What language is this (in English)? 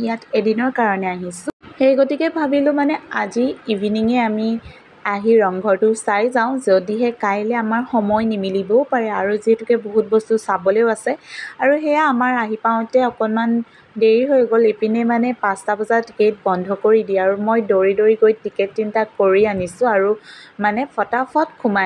Assamese